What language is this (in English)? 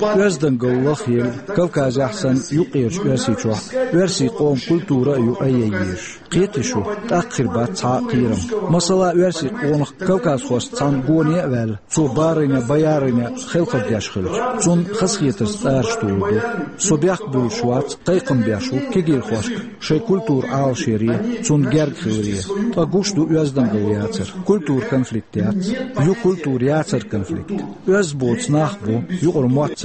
Chechen